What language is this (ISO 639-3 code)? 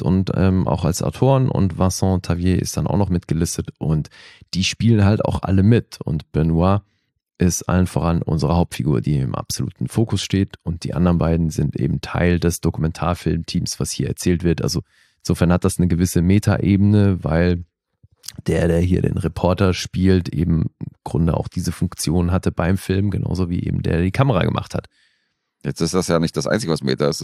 deu